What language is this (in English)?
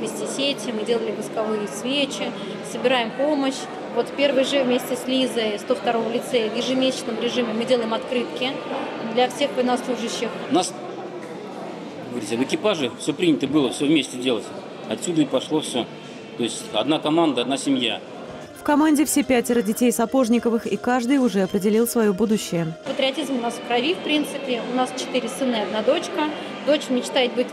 Russian